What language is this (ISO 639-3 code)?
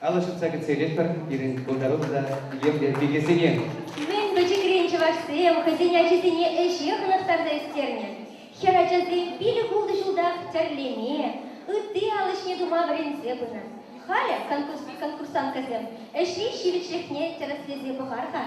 chv